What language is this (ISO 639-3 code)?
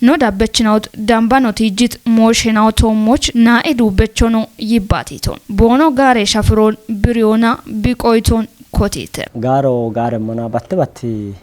kbr